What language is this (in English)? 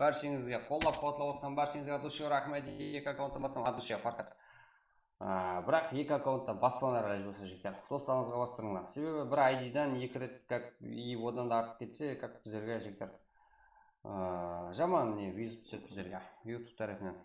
Kara-Kalpak